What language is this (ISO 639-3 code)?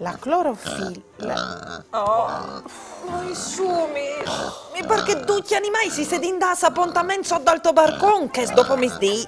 fur